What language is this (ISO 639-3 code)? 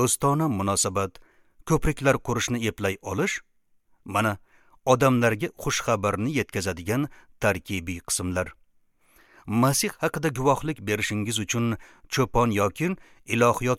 uzb